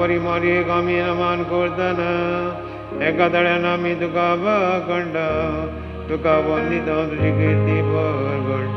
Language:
Konkani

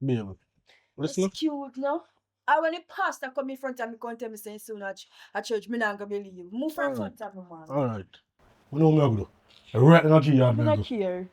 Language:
Jamaican Creole English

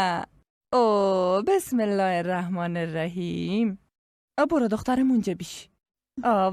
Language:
Persian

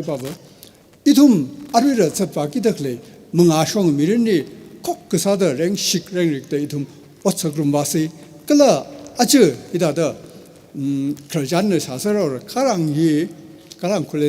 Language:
Tangkhul Naga (India)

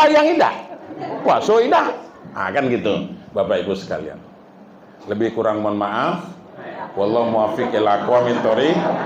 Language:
Minangkabau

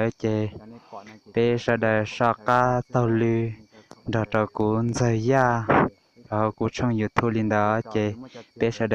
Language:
Hmong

